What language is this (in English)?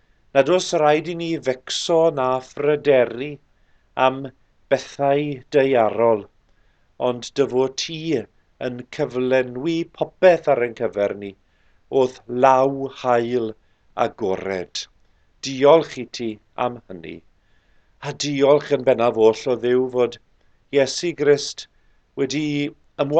Welsh